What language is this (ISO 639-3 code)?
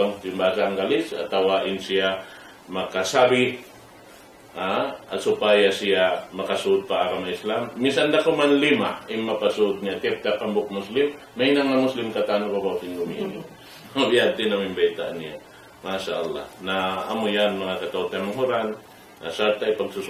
tsg